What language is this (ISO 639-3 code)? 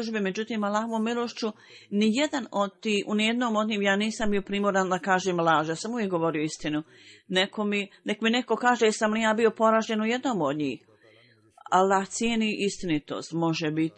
bos